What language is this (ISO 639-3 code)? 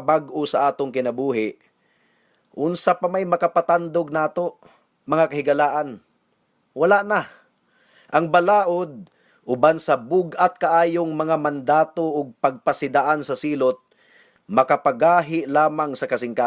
ceb